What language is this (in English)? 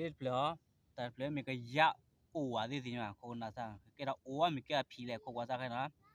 S'gaw Karen